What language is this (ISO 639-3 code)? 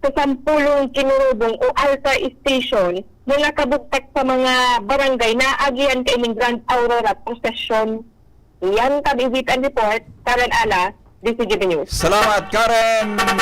bik